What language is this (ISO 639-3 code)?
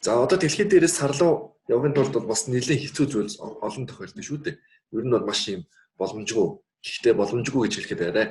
mon